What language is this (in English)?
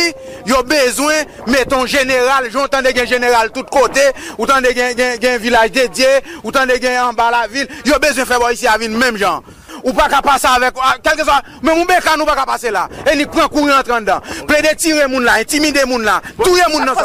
Haitian Creole